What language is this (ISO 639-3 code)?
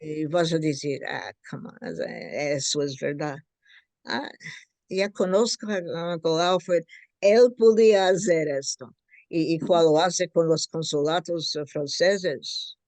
lad